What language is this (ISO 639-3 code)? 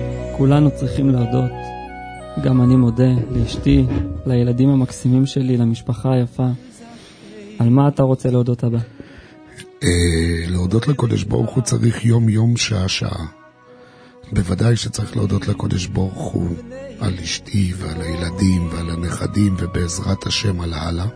heb